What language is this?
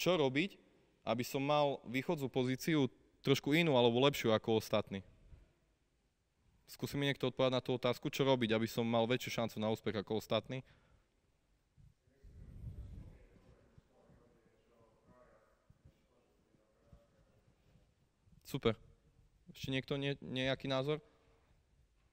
Slovak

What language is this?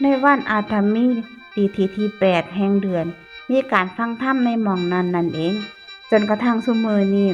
Northeastern Thai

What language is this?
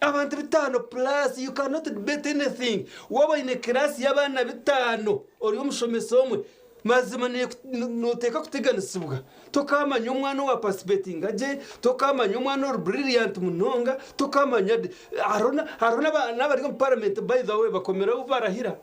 Nyankole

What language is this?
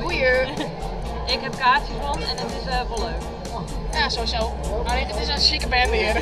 Western Frisian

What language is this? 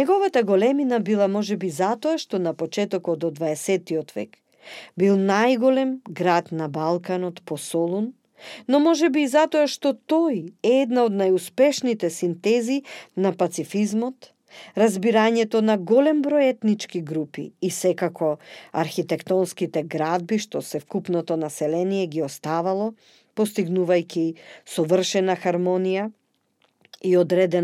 Macedonian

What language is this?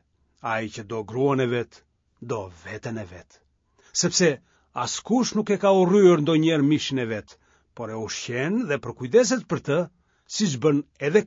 Albanian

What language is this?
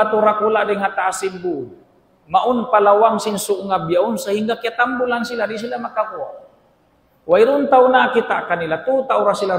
Tausug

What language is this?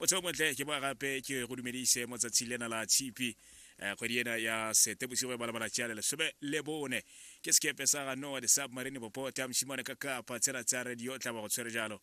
Tswana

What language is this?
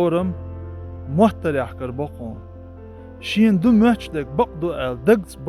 Chechen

